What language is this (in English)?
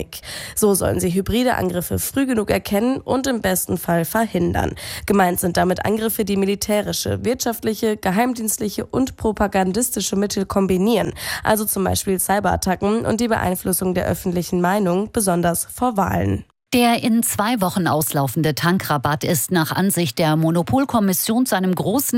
German